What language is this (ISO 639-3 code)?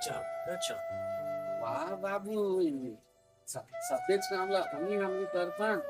hne